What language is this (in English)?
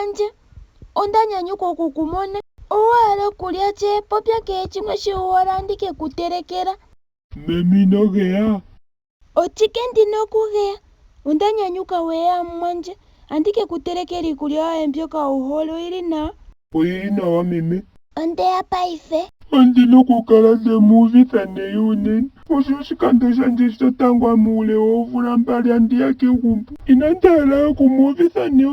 Ndonga